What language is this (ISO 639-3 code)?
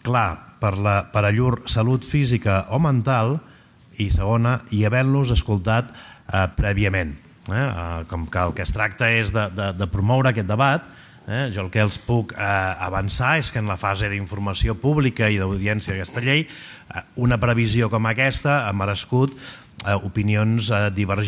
cat